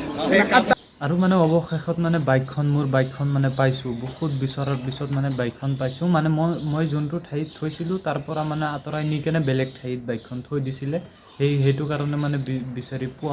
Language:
Assamese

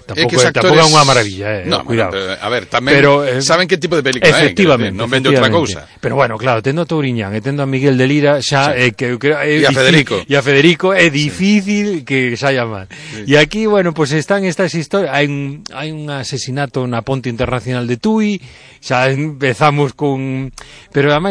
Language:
Galician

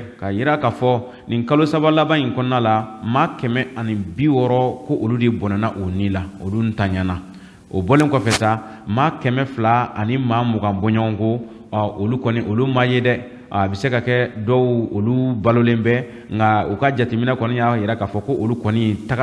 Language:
Bambara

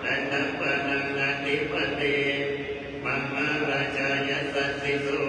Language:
Pali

